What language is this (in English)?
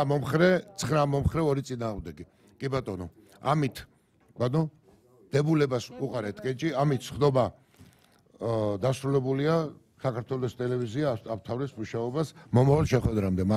Georgian